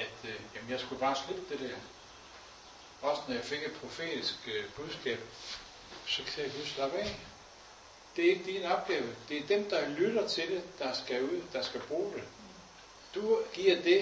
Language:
Danish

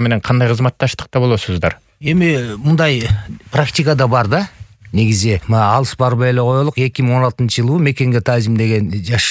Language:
Kyrgyz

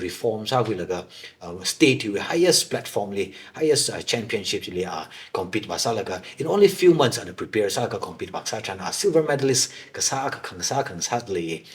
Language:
Tangkhul Naga (India)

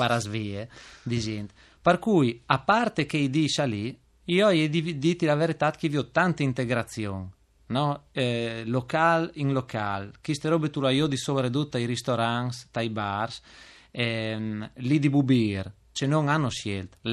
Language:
Friulian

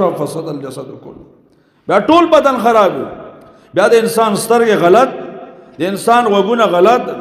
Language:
Pashto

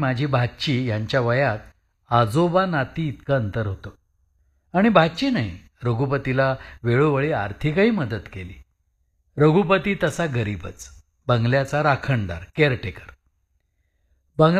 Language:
Marathi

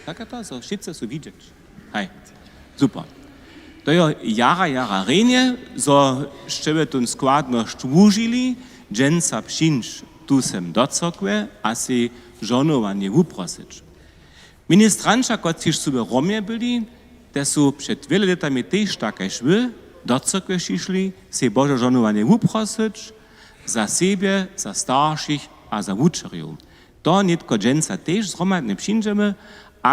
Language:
Upper Sorbian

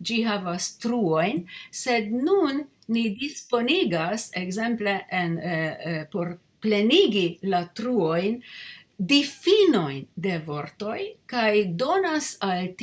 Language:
Esperanto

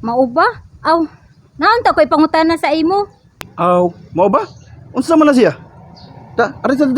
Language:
Cebuano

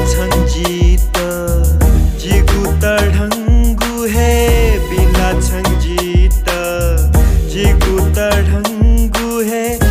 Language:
Newari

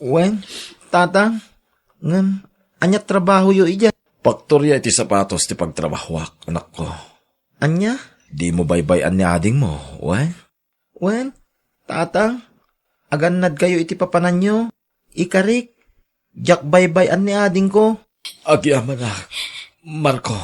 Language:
Iloko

